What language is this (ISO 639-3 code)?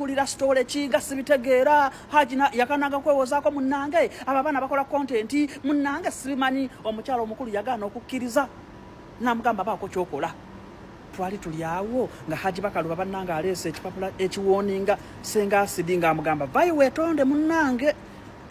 lug